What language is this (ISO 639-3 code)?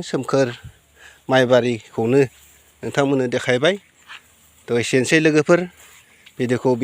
brx